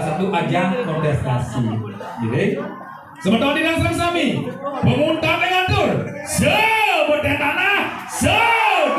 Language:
Balinese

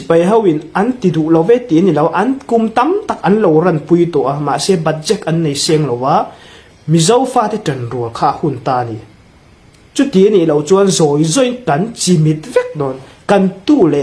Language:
Hmar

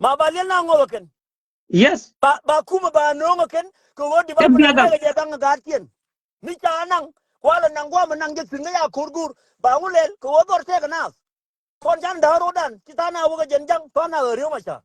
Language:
Nuer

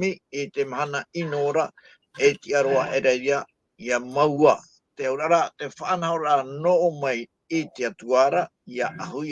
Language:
Tahitian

